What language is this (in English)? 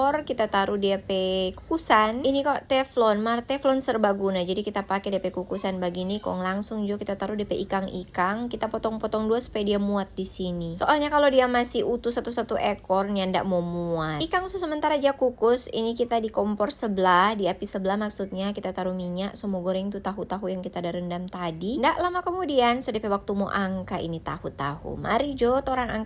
Manado Malay